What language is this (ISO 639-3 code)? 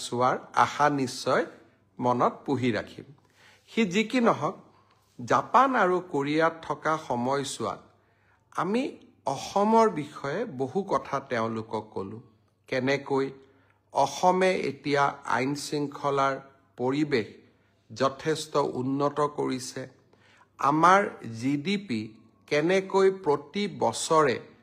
asm